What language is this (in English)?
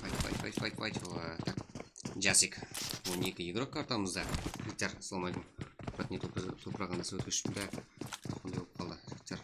Kara-Kalpak